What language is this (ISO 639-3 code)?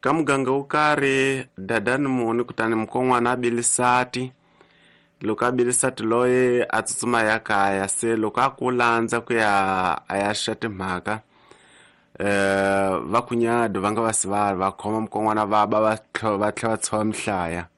tso